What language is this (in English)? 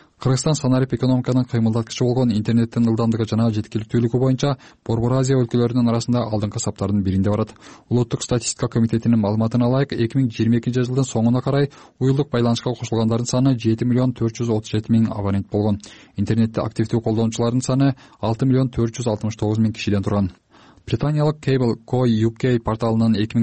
Kyrgyz